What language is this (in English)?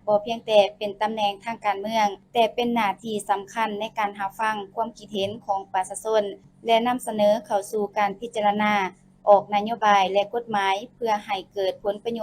Lao